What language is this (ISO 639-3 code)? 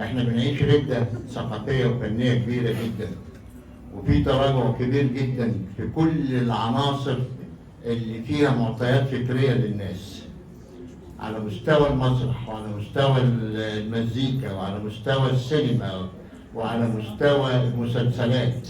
arz